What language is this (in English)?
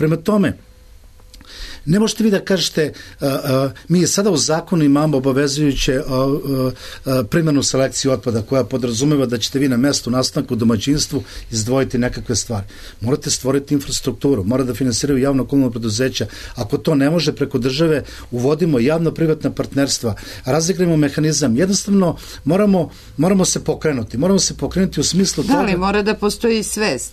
Serbian